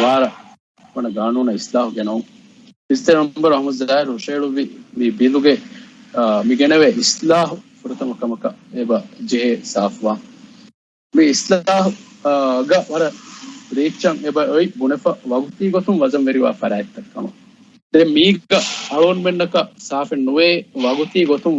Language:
Divehi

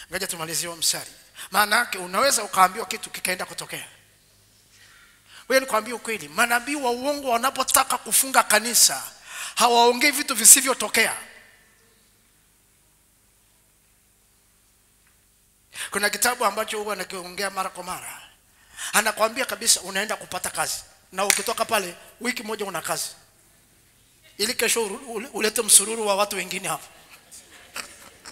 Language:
Swahili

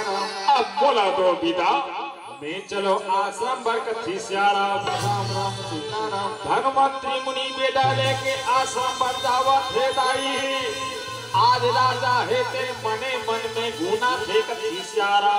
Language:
Chhattisgarhi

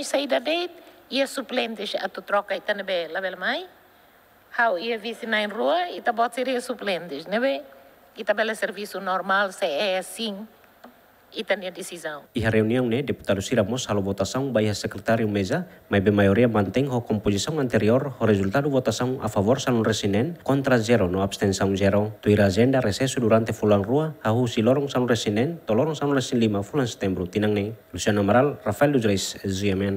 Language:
Tetum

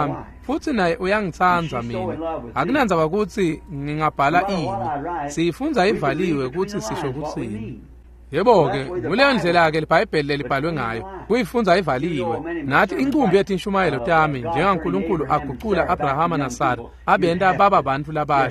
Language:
Swati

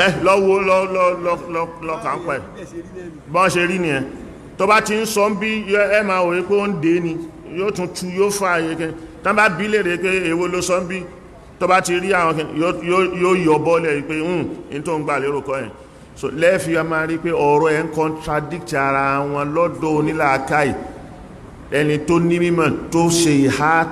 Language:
Yoruba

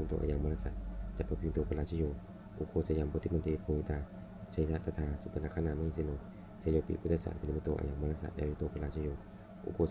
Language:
Pali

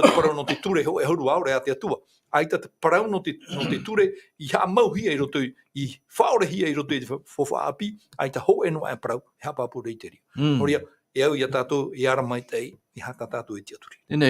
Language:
Tahitian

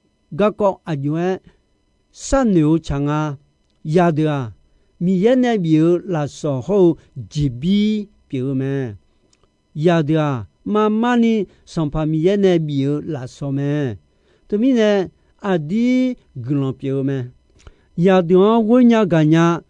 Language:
Akha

